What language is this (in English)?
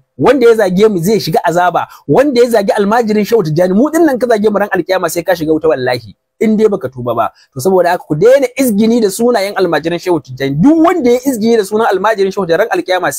Hausa